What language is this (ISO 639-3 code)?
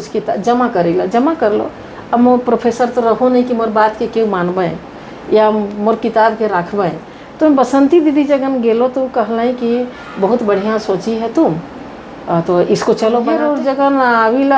sck